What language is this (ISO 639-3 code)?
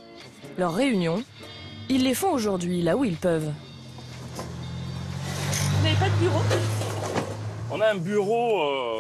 fra